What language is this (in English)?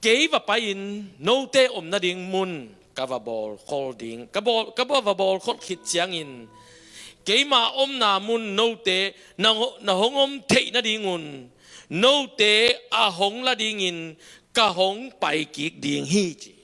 Tedim Chin